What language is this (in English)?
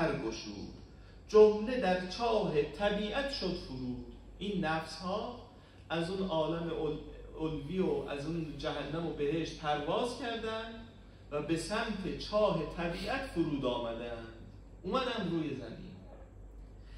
Persian